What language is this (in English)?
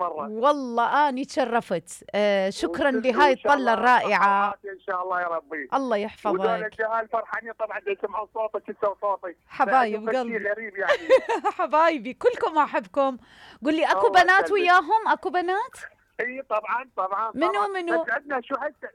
Mesopotamian Arabic